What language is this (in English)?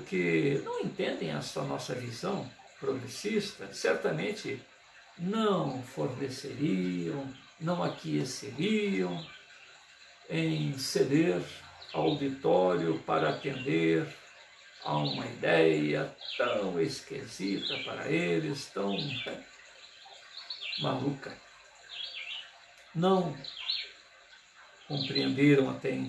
Portuguese